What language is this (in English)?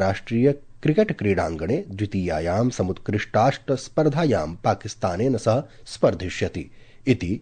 Sanskrit